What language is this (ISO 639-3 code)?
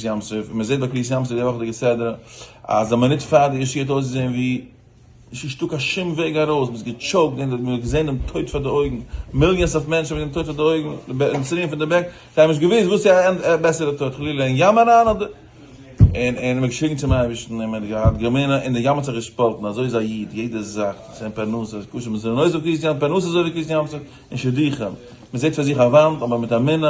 yid